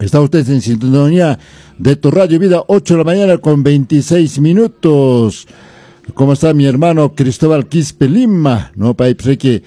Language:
Quechua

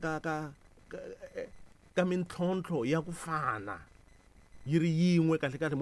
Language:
Tsonga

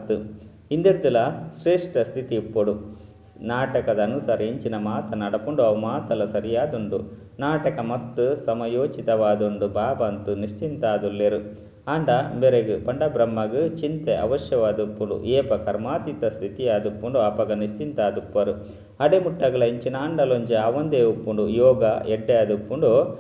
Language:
Tulu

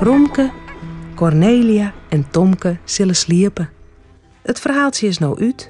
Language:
Western Frisian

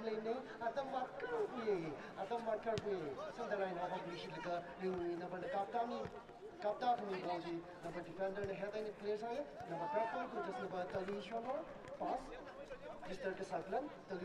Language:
Tangkhul Naga (India)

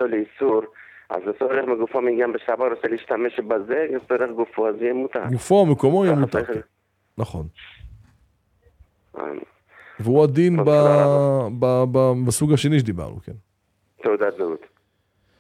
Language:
Hebrew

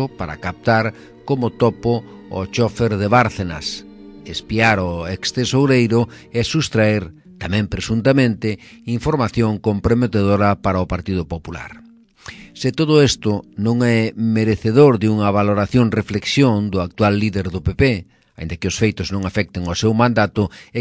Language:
Galician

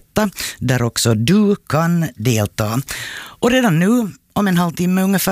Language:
Swedish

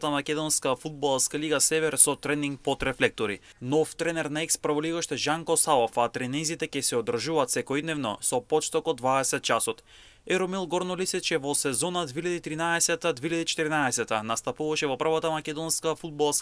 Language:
Macedonian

